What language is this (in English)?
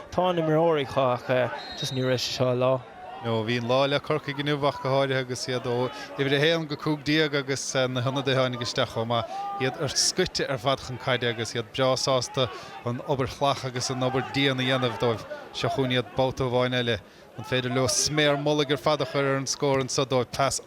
Irish